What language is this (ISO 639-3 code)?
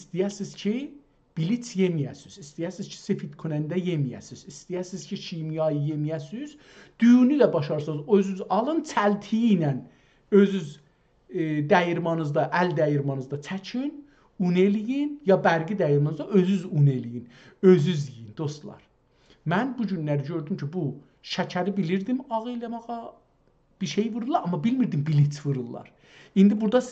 azb